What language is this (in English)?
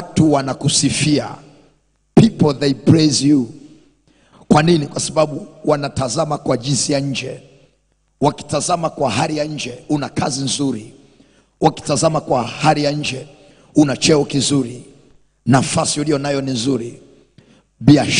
Swahili